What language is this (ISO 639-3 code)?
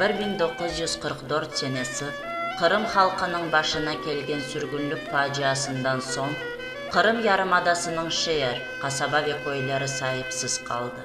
crh